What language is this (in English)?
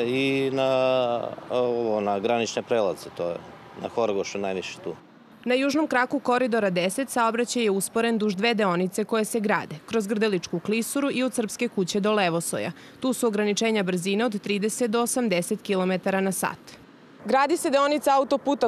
Serbian